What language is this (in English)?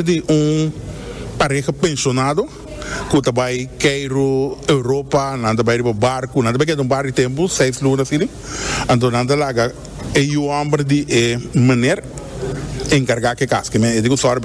Papiamento